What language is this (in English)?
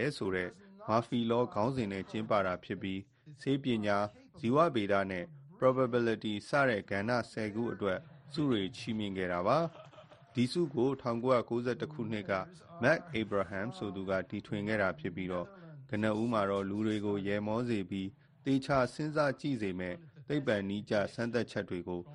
Burmese